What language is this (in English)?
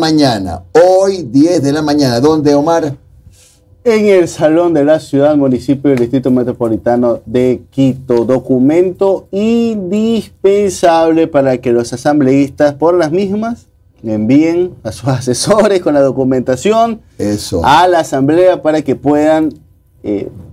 Spanish